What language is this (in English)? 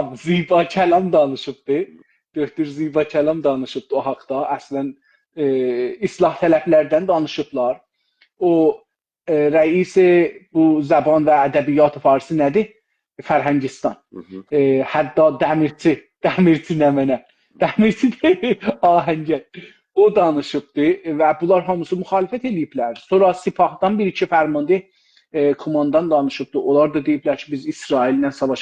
South Azerbaijani